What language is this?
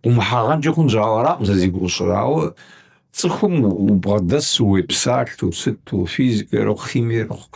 Kabardian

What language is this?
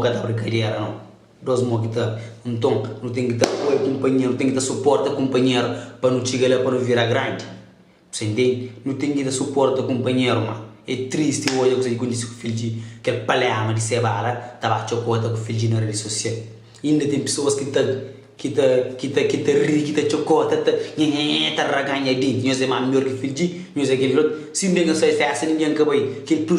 Kabuverdianu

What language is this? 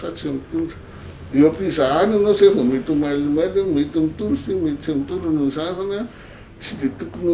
Malagasy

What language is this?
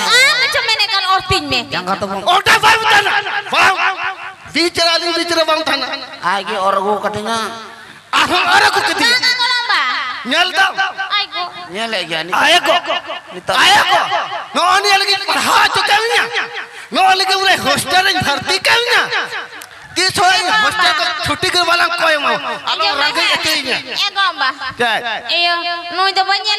Santali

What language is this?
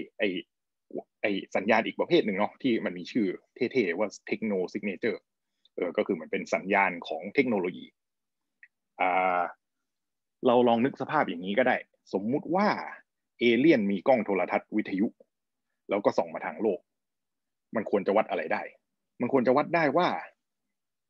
Thai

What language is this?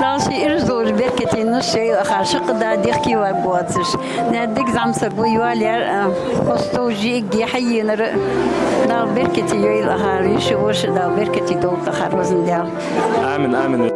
Ingush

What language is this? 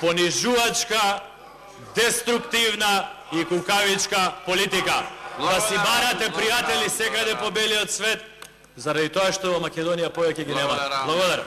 Macedonian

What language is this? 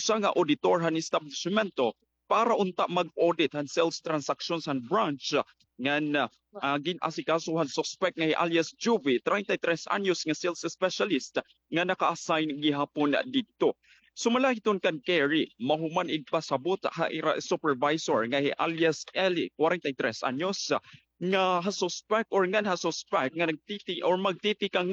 Waray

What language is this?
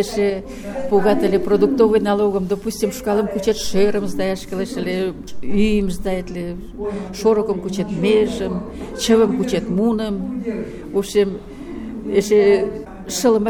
Mari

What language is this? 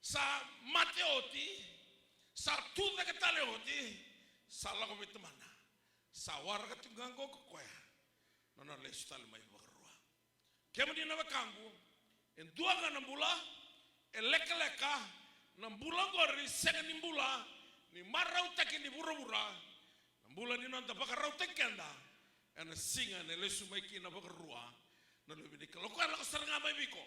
Fijian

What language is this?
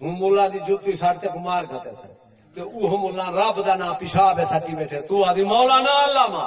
Saraiki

